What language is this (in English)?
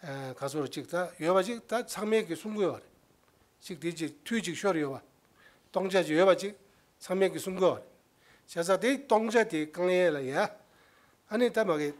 Tibetan